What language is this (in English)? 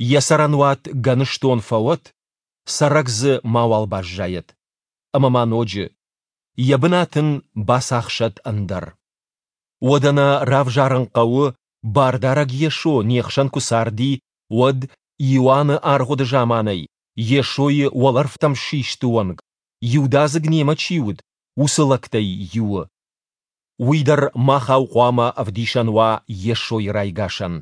Ossetic